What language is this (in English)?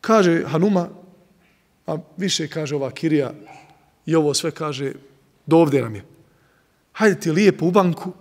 Bosnian